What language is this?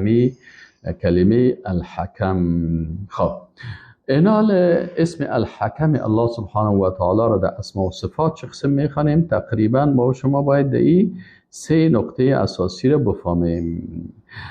Persian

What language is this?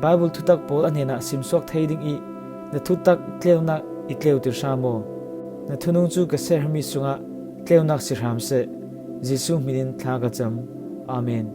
Falam Chin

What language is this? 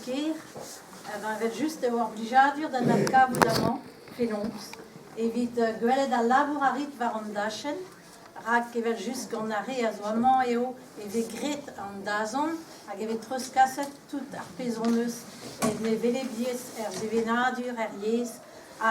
Breton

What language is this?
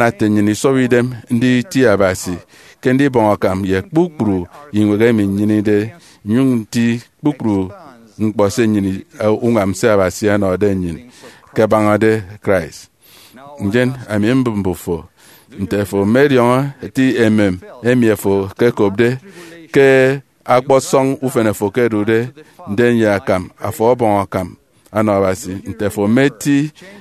Efik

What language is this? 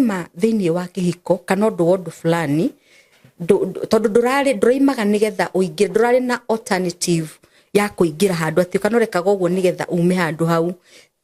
Kikuyu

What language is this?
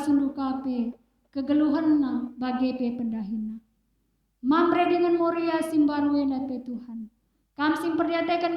Batak Karo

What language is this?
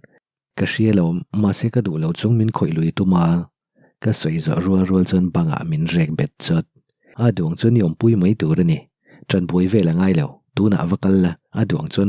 Mizo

